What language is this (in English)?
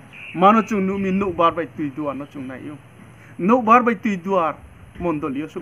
Riang (India)